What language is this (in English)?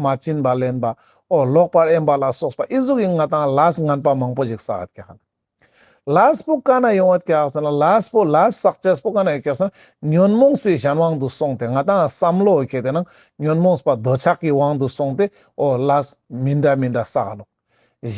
Ladakhi